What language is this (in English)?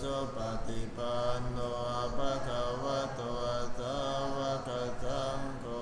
Pali